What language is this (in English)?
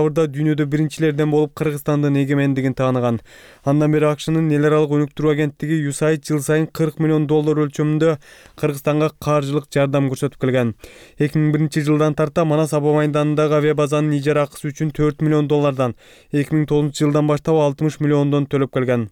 Kyrgyz